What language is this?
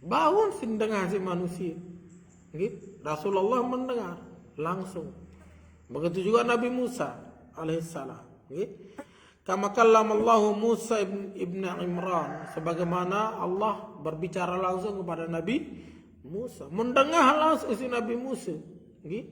Sasak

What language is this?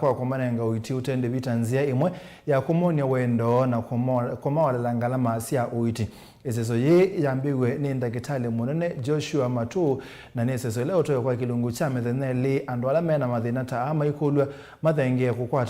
Kamba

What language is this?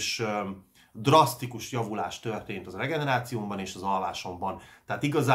Hungarian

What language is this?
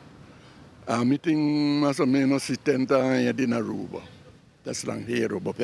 Papiamento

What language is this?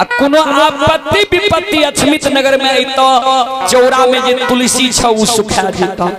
Maithili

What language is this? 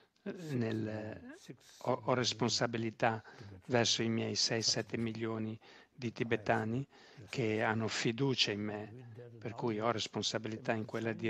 Italian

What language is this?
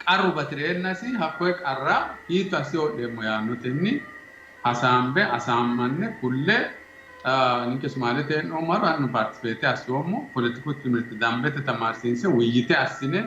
Sidamo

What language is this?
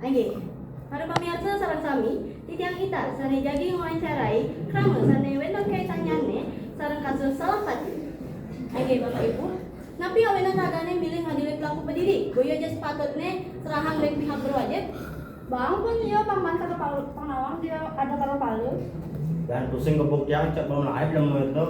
Balinese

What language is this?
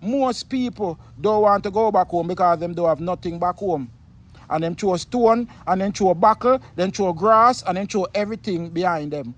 Jamaican Creole English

